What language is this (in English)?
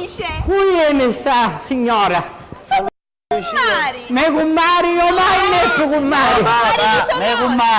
Sicilian